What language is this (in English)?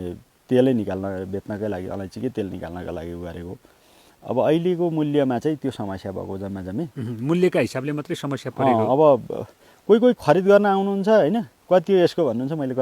Nepali